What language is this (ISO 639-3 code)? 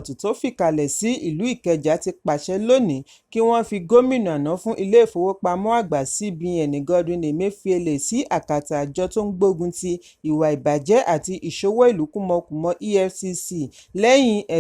yor